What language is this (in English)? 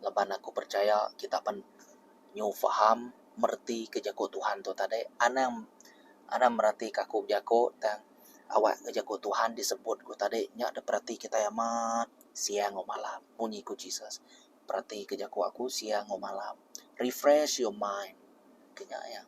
Iban